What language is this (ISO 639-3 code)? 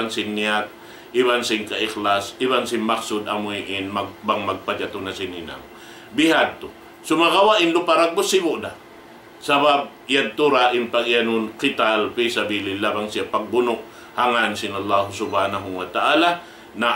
tsg